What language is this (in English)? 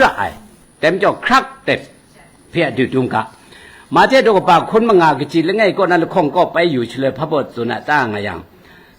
Kachin